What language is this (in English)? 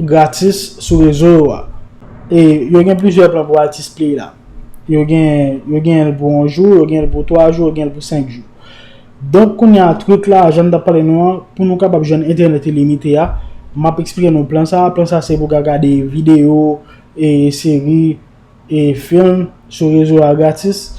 Haitian Creole